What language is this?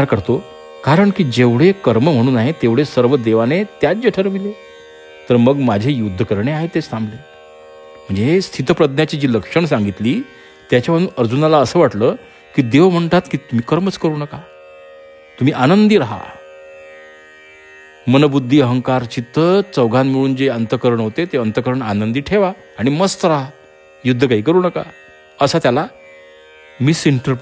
Marathi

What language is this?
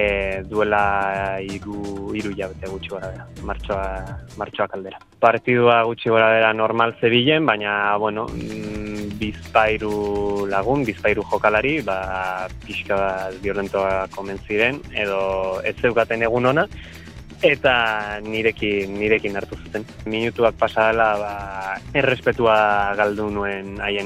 Basque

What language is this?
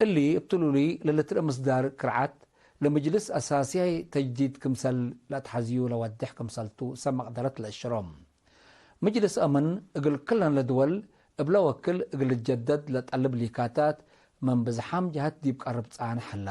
Tigre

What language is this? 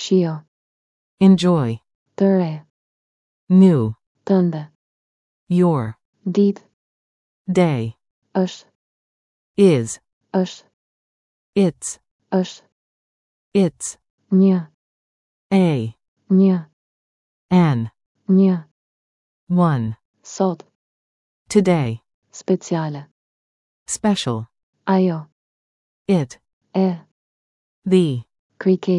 Albanian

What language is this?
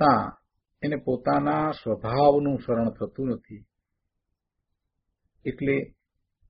Gujarati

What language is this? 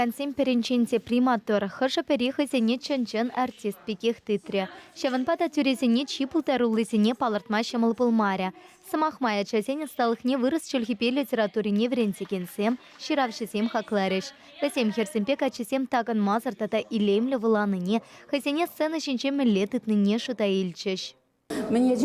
Chuvash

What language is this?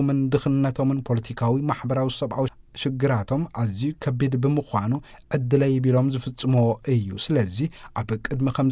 Tigrinya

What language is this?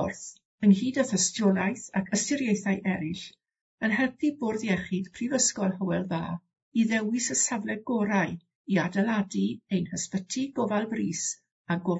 Welsh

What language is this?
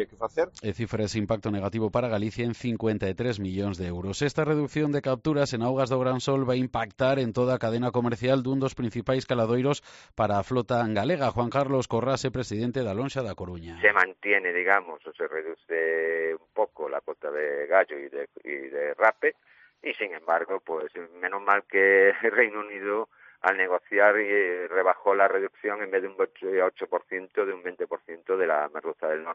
Galician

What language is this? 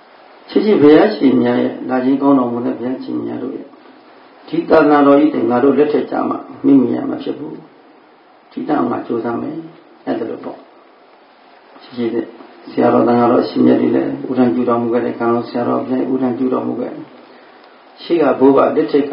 Burmese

